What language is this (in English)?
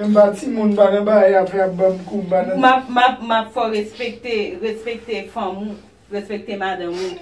Haitian Creole